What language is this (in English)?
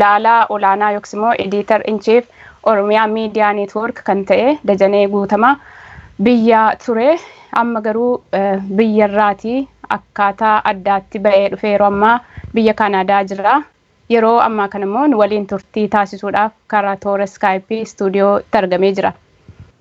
Oromo